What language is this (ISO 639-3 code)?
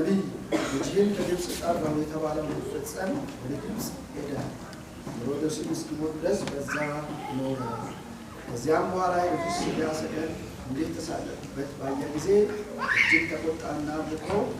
amh